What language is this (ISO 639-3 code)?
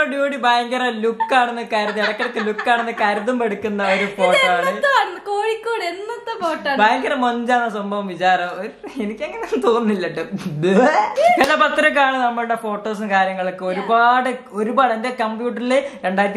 mal